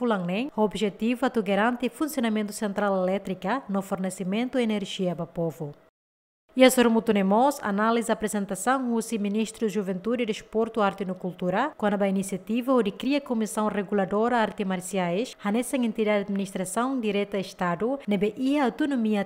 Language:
Tetum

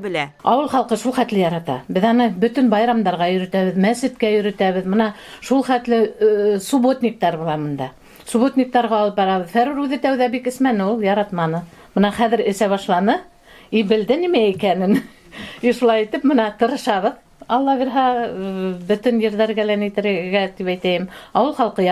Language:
Bashkir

